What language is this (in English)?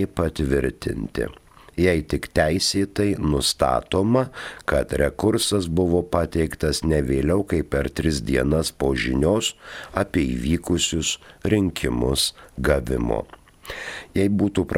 Lithuanian